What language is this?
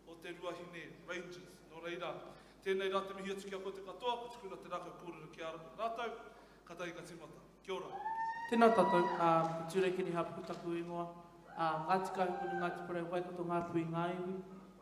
Māori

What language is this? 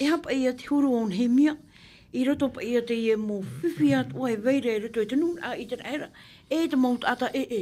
Tahitian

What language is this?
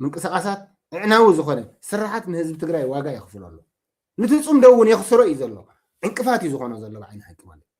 Tigrinya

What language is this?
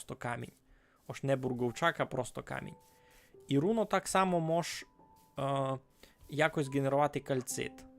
Rusyn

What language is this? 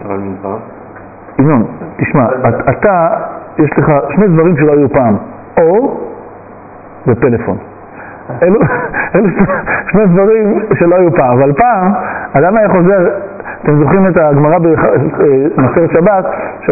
Hebrew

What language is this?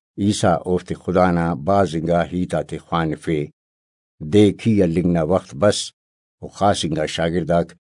Brahui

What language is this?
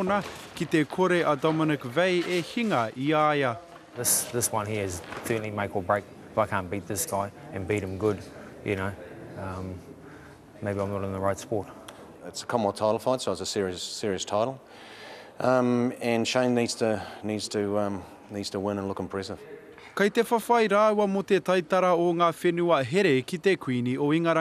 Māori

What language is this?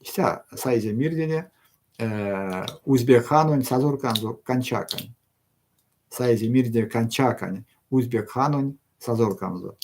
Erzya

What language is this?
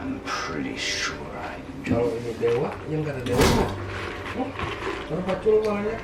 Banjar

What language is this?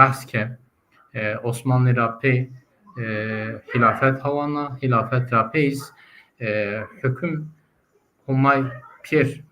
Zaza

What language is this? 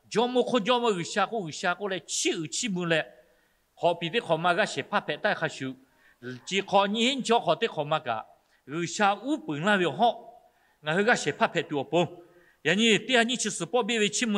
Lahu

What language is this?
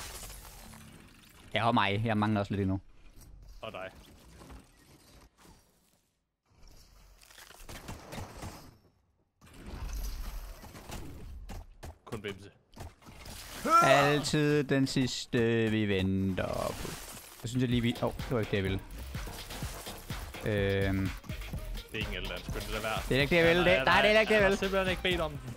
Danish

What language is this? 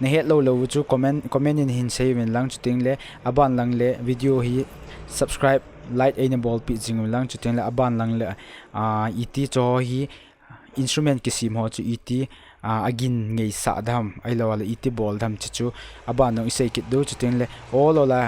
Thado Chin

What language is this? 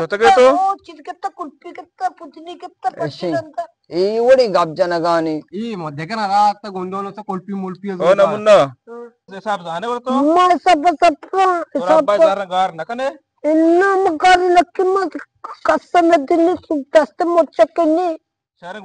Eastern Balochi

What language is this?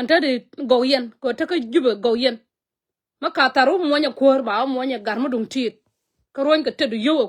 Nuer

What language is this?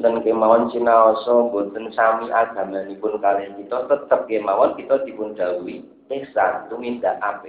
Javanese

